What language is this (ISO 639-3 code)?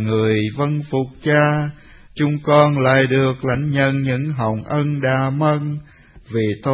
vie